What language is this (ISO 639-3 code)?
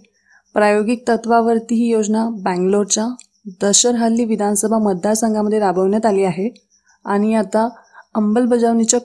mar